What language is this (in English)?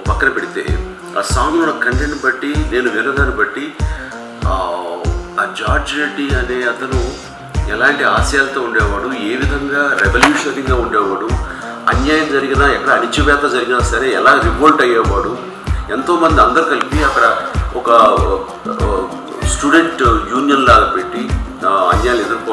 Telugu